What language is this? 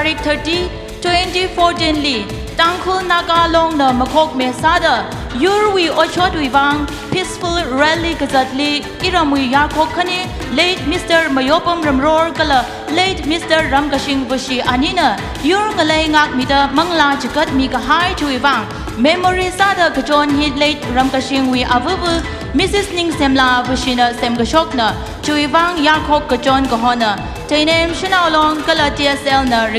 Tangkhul Naga (India)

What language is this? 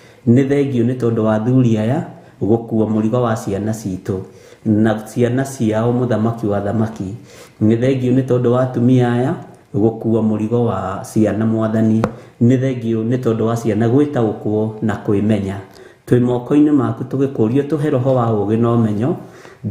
Kikuyu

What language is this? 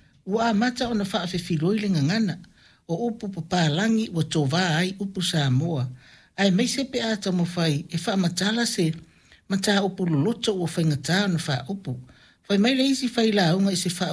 Samoan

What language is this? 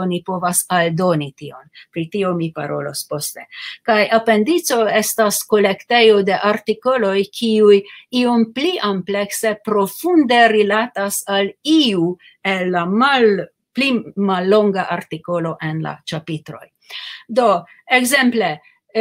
Esperanto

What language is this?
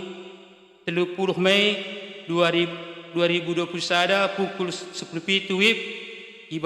Batak Karo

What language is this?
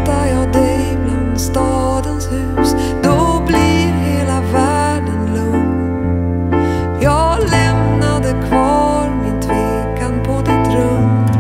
Swedish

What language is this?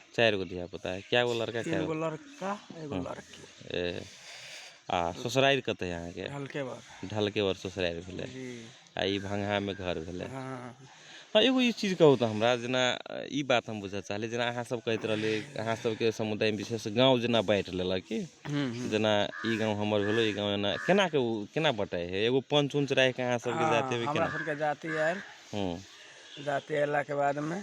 Magahi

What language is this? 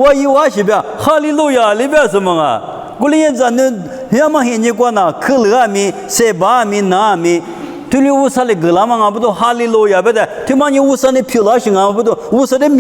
Lisu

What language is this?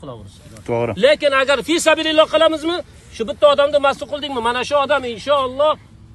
Uzbek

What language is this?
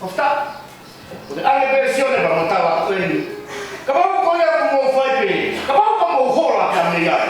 Tongan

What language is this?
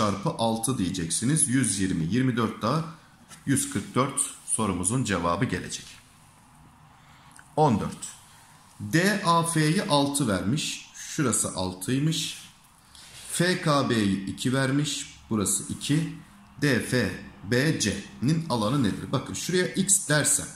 Turkish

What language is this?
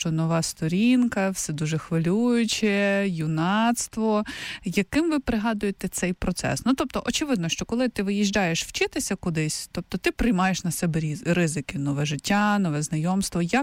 Ukrainian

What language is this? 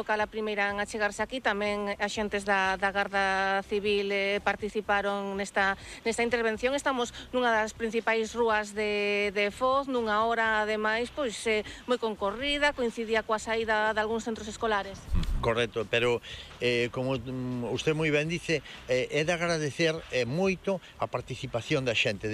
Galician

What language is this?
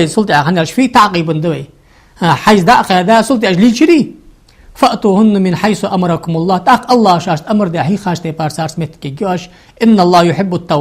Ingush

